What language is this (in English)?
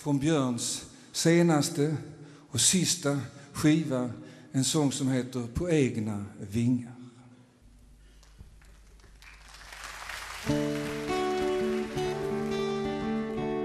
Swedish